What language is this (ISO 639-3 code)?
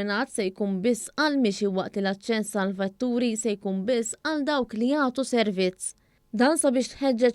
mlt